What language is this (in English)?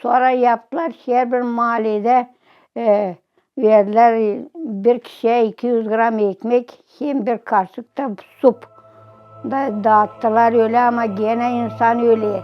Gagauz